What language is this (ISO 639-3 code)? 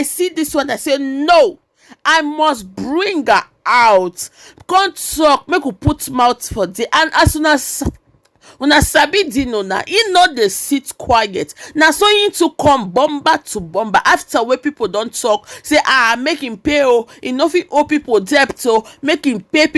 pcm